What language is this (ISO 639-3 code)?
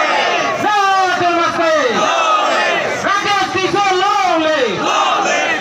mjw